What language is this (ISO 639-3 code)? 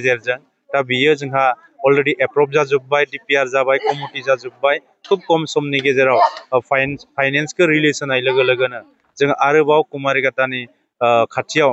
brx